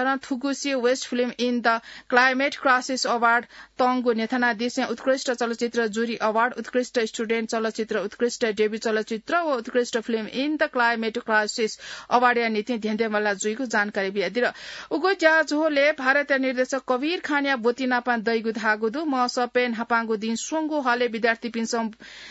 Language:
Newari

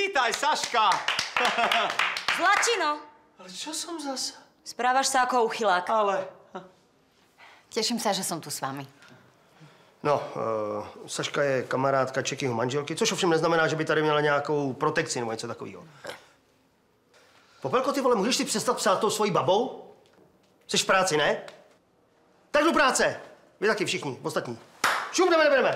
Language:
Slovak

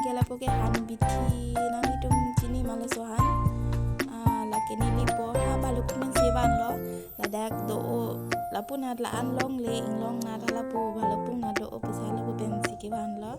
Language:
Karbi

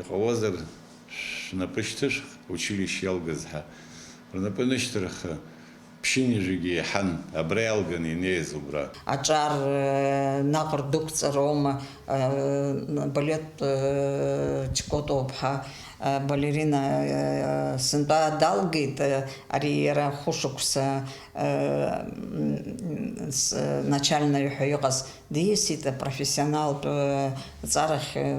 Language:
Abkhazian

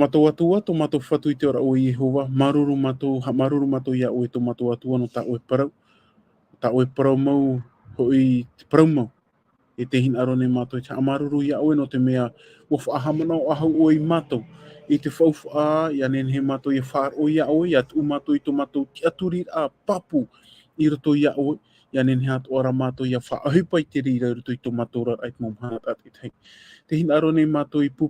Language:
Tahitian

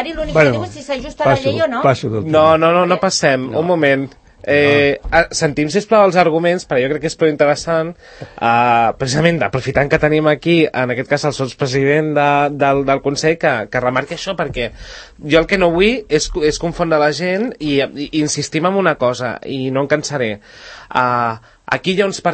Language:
Catalan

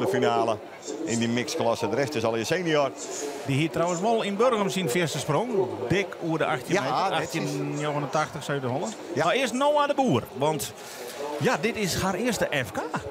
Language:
Western Frisian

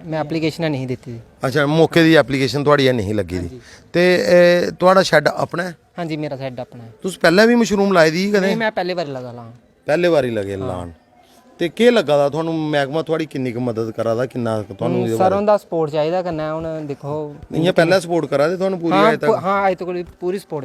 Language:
Dogri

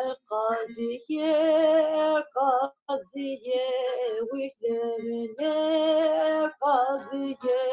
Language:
Zaza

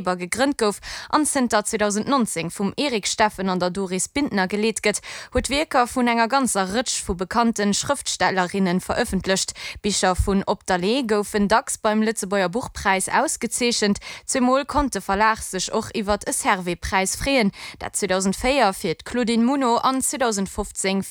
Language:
Luxembourgish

